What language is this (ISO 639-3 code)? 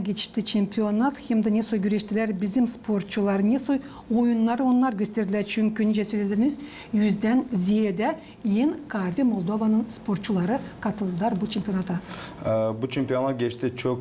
gag